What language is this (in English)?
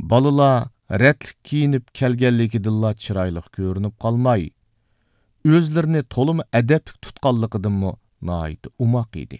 Uyghur